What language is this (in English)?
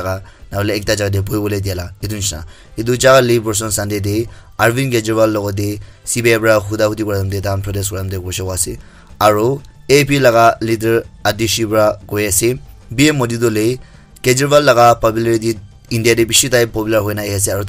Naga Pidgin